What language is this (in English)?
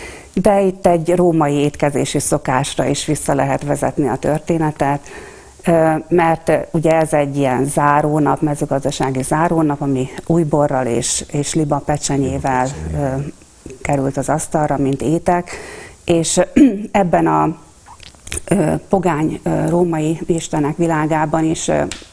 Hungarian